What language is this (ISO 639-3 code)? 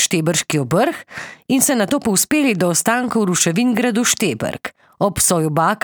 slv